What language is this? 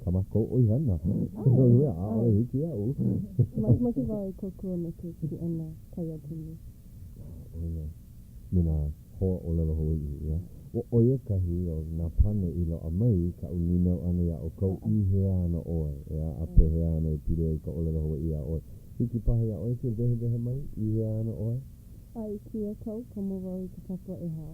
Hawaiian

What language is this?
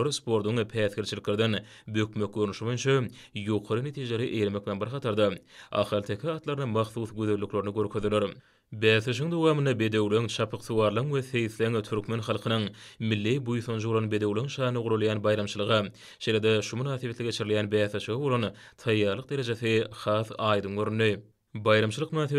Turkmen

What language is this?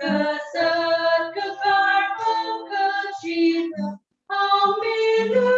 Tangkhul Naga (India)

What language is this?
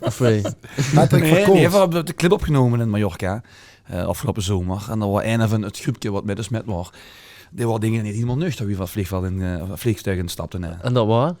Limburgish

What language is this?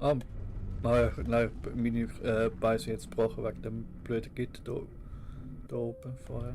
Swiss German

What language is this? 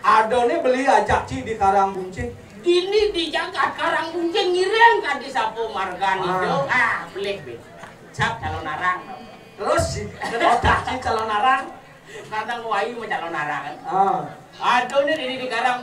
Balinese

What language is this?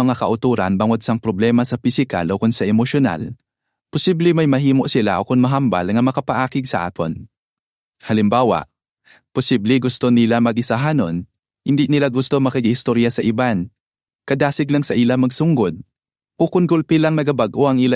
Hiligaynon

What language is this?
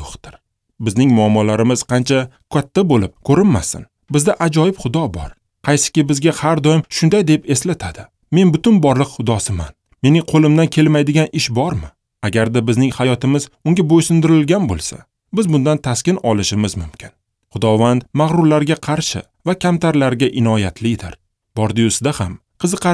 Uzbek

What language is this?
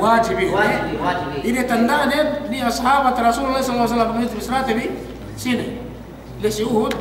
Yakan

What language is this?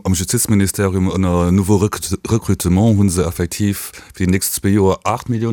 Luxembourgish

